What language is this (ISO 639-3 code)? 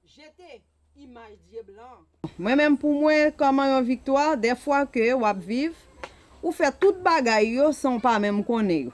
hat